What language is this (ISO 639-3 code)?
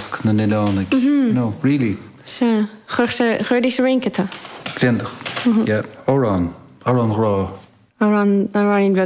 gle